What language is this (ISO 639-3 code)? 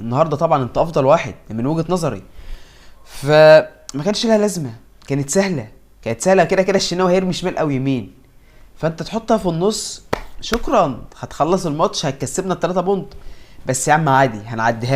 arz